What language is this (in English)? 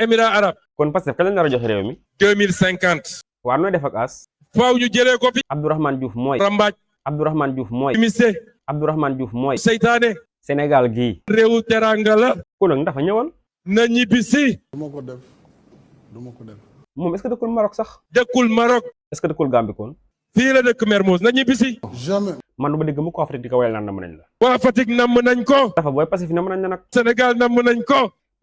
Wolof